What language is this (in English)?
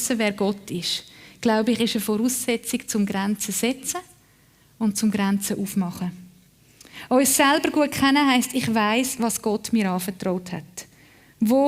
Swiss German